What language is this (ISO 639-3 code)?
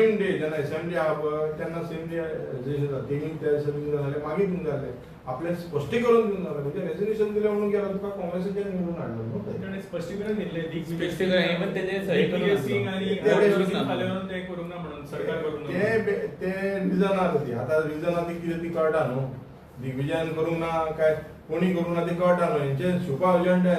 kok